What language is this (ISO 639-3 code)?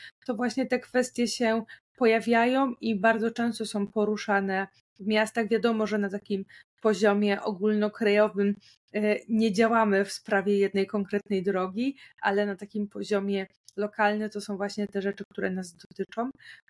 pol